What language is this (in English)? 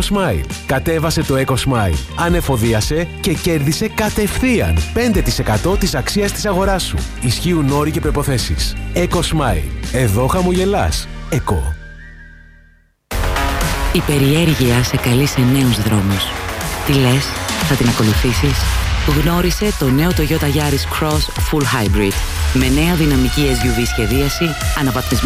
Greek